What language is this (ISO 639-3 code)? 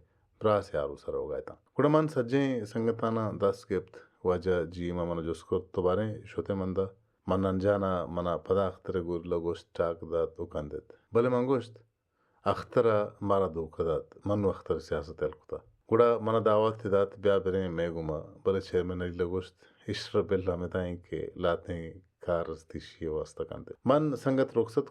bal